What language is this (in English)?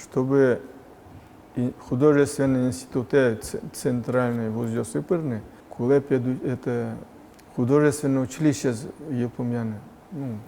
Udmurt